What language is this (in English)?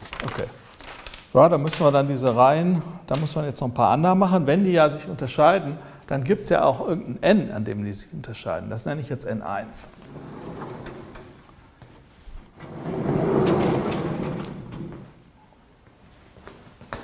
German